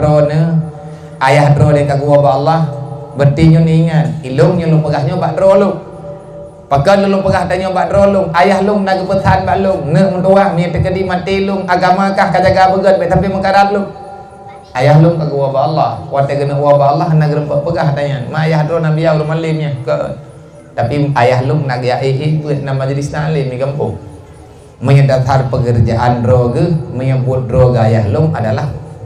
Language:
Achinese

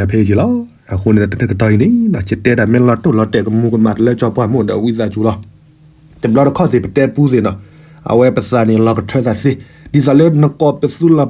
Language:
S'gaw Karen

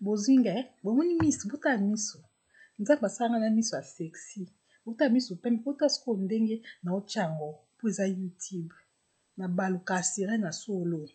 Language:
Lingala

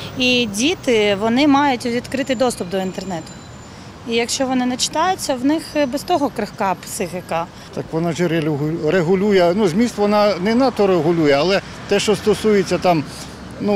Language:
Ukrainian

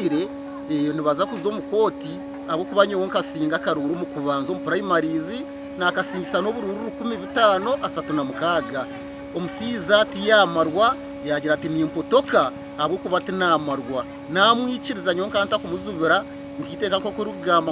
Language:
Nyankole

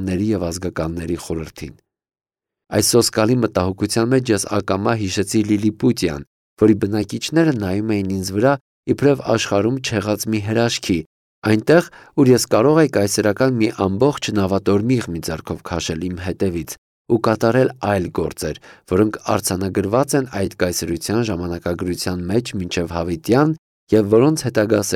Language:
Armenian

